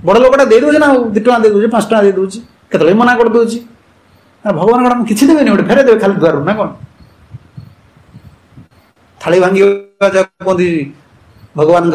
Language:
Odia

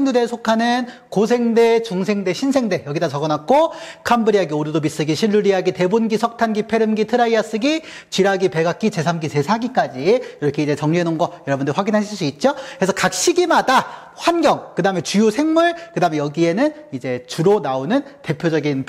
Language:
Korean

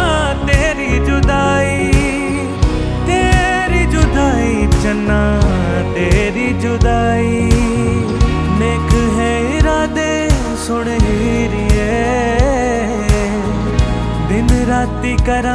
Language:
Hindi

